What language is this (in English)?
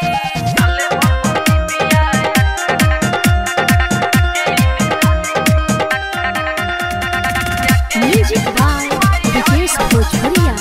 Bhojpuri